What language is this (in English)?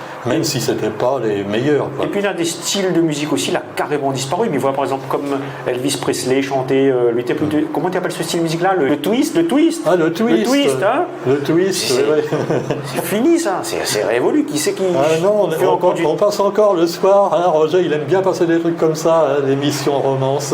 Réunion Creole French